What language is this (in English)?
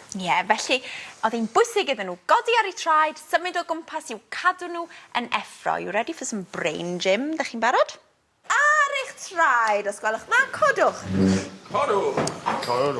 Welsh